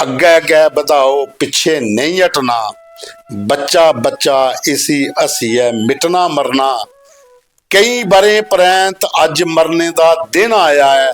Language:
Dogri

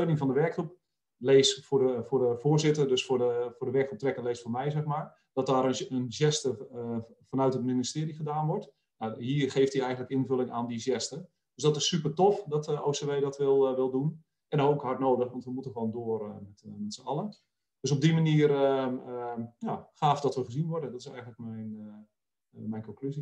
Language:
Dutch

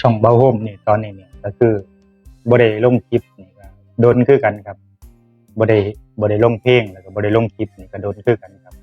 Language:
Northeastern Thai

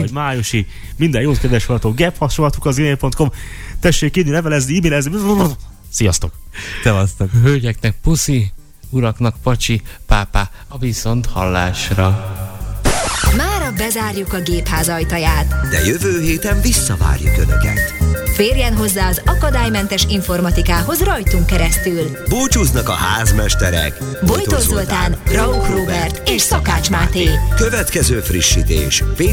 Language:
Hungarian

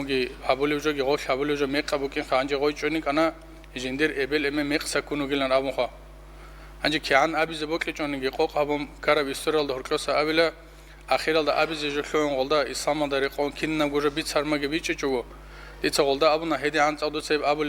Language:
Avaric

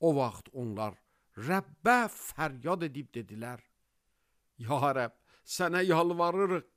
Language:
Azerbaijani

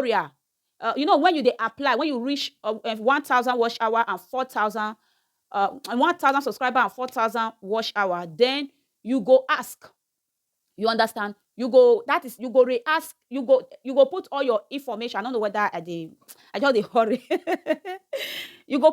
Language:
Nigerian Pidgin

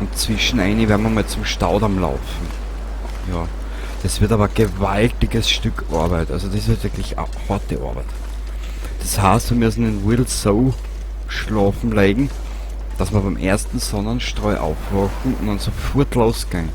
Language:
Bavarian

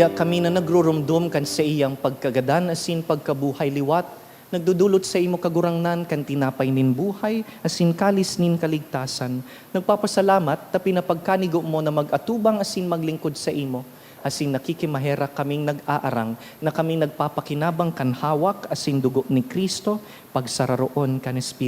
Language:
Bikol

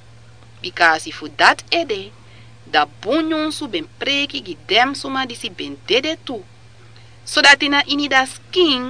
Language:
Sranan Tongo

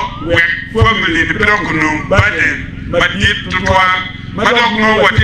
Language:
Acoli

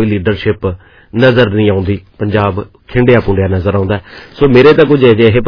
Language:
Punjabi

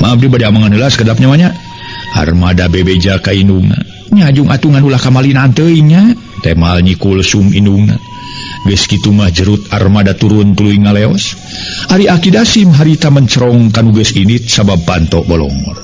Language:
Sundanese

